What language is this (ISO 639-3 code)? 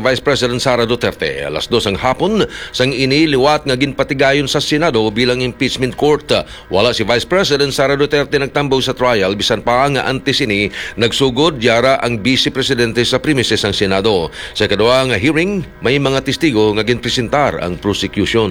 hil